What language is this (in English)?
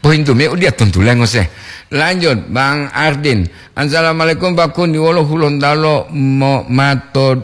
Gorontalo